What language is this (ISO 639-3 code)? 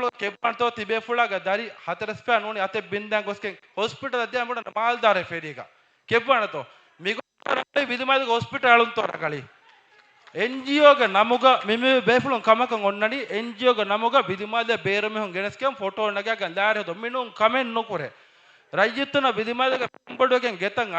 div